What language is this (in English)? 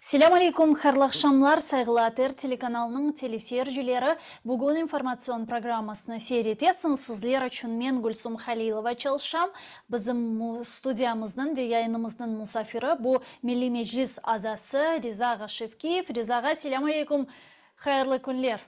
Crimean Tatar